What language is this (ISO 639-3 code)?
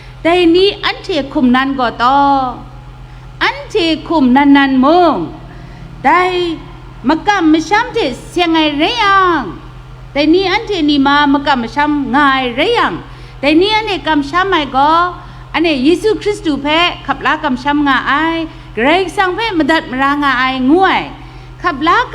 kac